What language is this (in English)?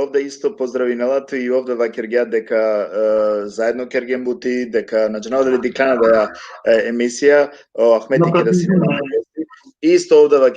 Balkan Romani